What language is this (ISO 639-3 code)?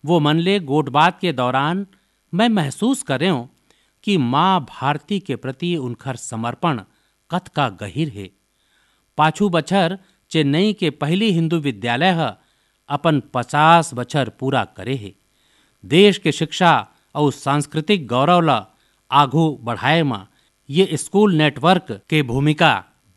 hne